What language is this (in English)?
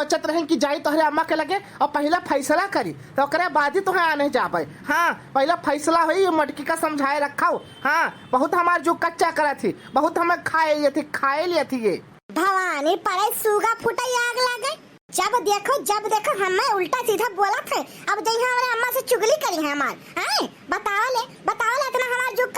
Awadhi